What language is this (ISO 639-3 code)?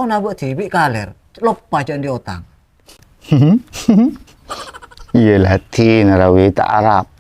mad